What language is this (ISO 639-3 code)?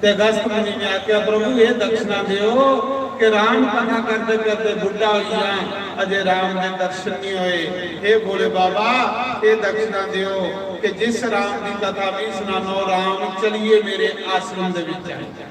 doi